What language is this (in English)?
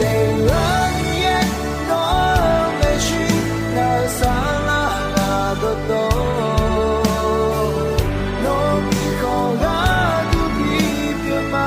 Akha